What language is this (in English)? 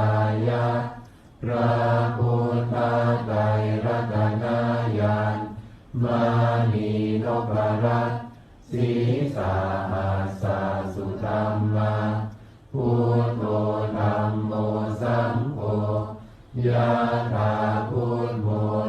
Pali